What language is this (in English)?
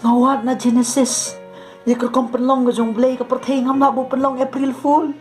Khasi